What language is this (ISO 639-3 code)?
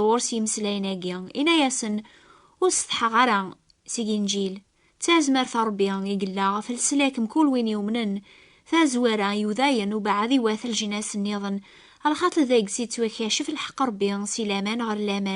kab